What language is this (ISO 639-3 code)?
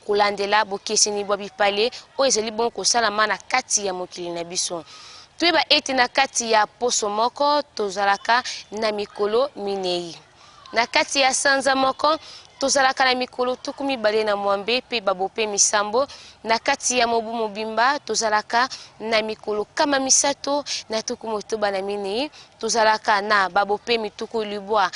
lin